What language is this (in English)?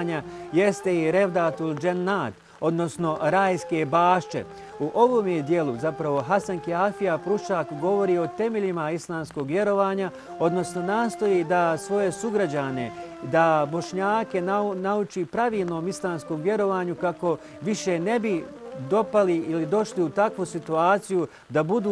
Bosnian